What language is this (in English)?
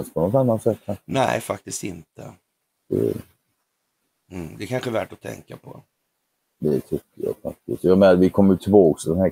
Swedish